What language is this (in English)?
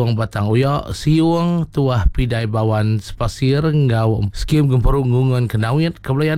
Iban